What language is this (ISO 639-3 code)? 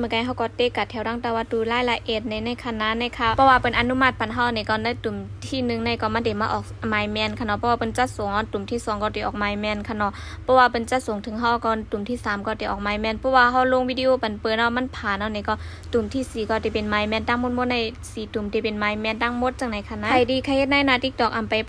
shn